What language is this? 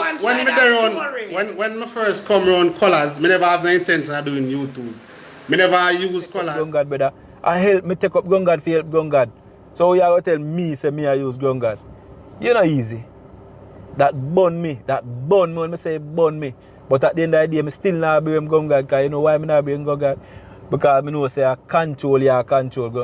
Jamaican Creole English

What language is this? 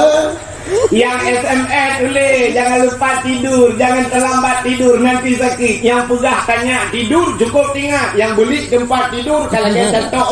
Achinese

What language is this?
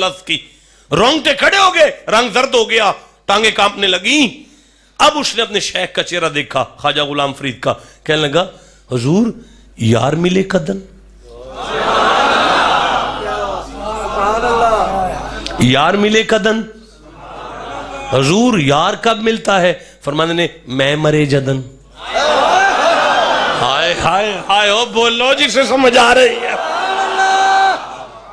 Urdu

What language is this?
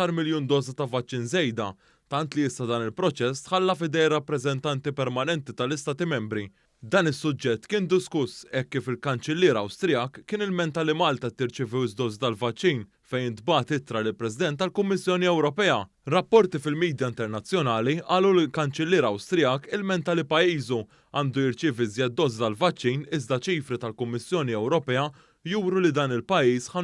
Maltese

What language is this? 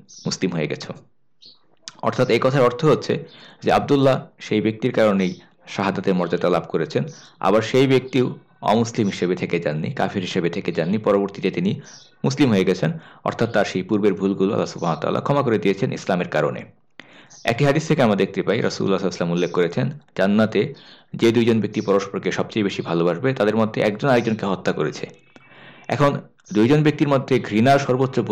Bangla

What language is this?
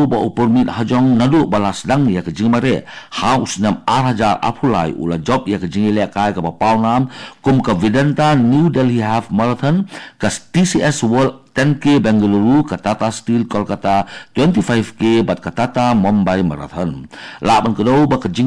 Khasi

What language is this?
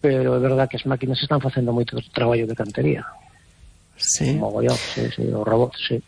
Galician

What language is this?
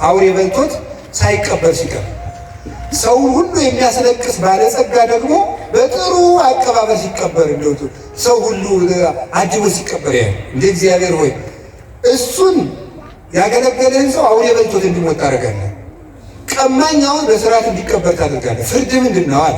Amharic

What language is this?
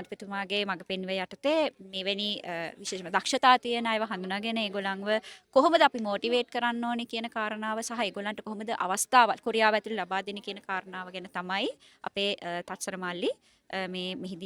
Sinhala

